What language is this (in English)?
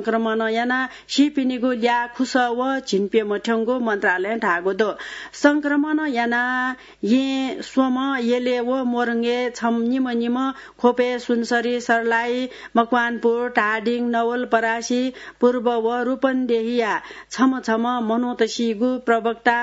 Newari